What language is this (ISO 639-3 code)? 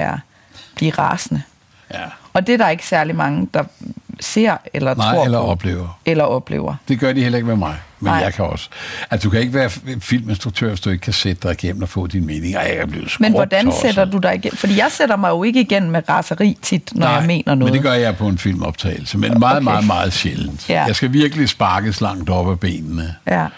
dan